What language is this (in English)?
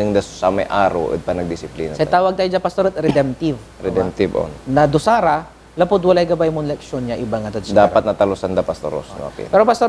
Pangasinan